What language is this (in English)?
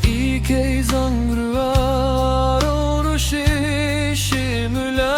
Yimchungru Naga